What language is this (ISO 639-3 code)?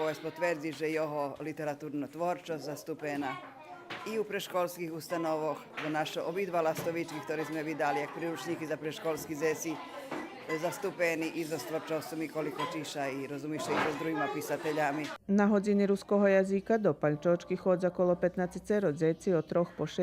rue